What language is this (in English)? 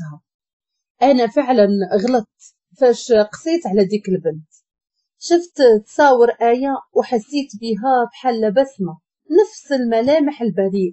Moroccan Arabic